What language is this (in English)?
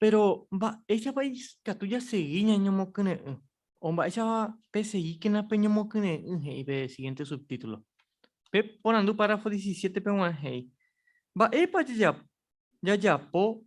Guarani